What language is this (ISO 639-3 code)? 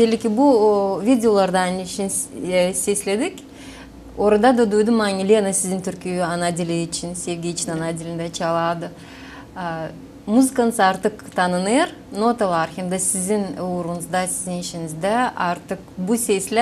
gag